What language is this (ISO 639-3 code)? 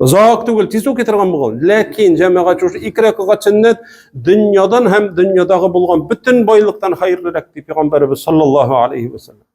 tat